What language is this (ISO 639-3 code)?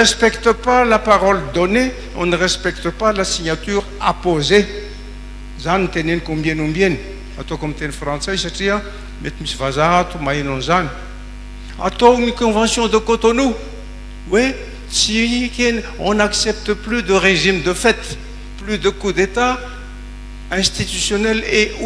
mlg